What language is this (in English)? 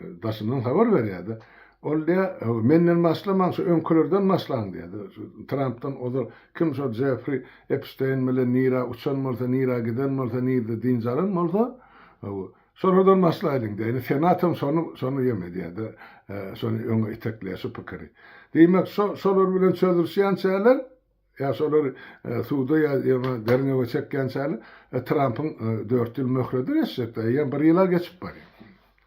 Turkmen